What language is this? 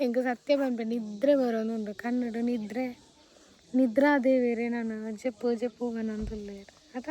Tulu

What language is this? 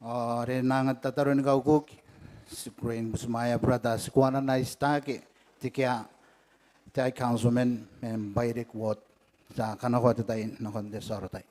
Gilbertese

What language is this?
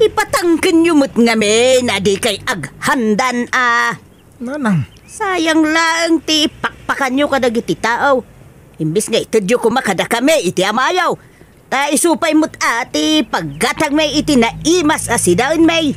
Iloko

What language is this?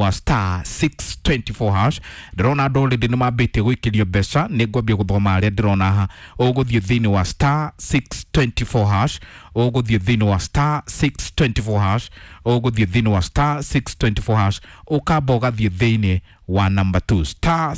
Kikuyu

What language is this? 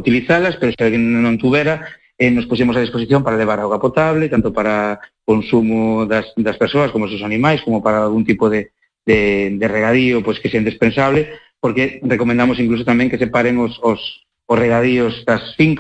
Galician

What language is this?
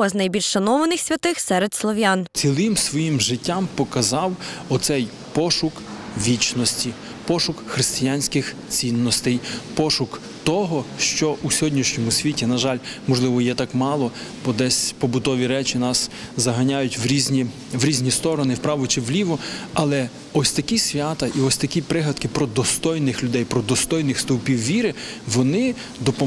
Ukrainian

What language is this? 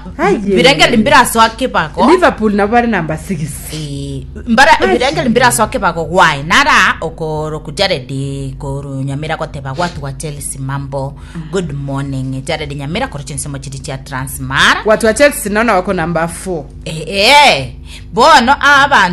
Gusii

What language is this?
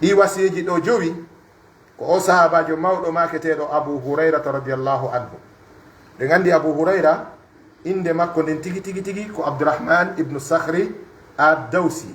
Pular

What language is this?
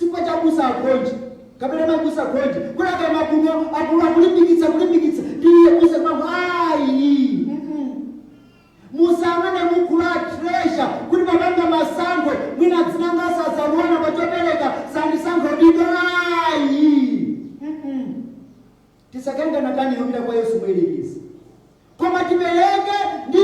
Nyanja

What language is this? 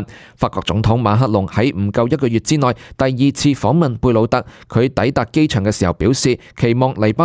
Cantonese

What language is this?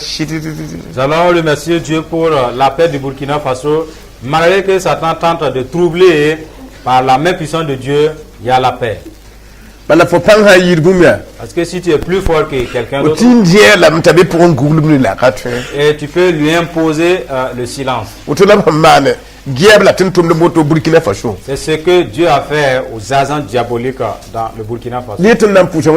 Mossi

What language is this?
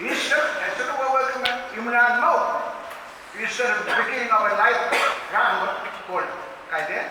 Pohnpeian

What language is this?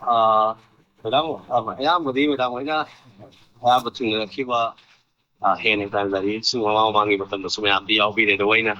Manipuri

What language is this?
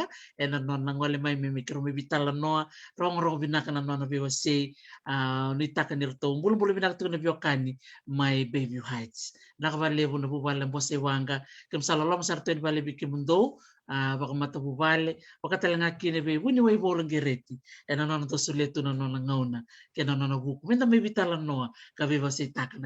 Fijian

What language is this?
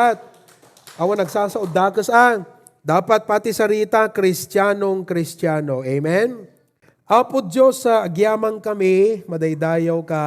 Iloko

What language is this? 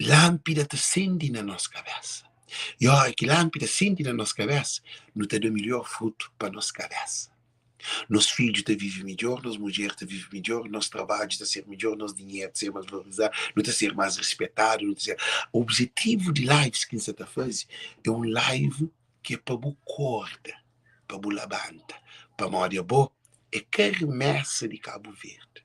Kabuverdianu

